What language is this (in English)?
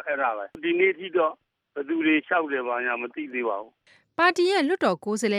Burmese